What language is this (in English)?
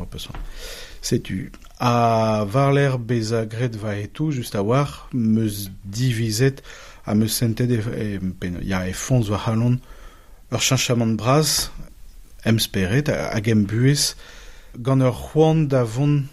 Breton